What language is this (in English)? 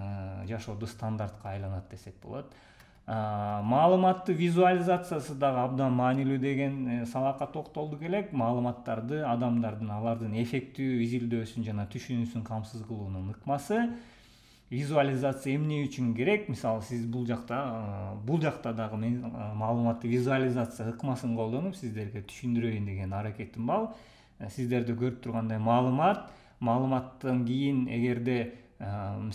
Kyrgyz